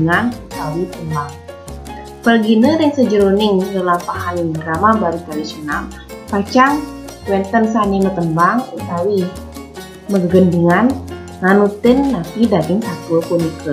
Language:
Balinese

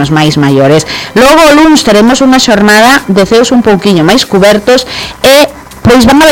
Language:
Galician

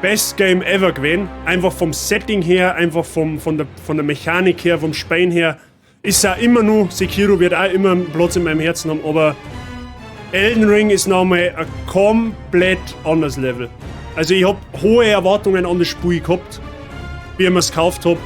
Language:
Bavarian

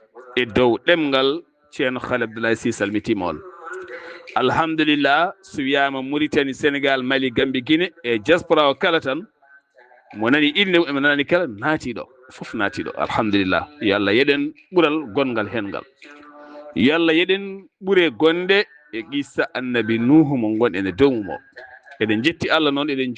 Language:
Fula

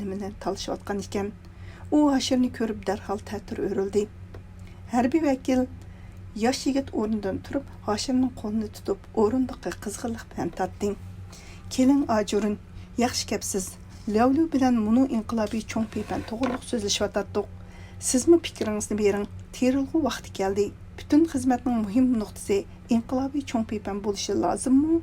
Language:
Uyghur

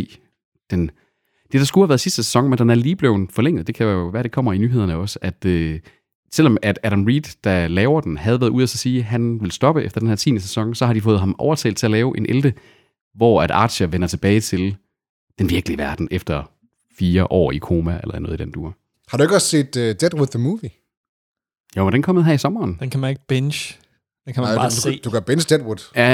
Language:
Danish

